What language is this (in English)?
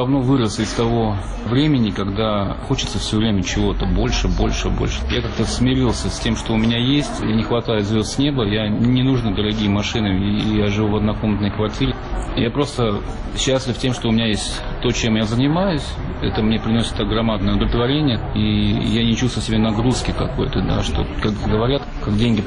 Russian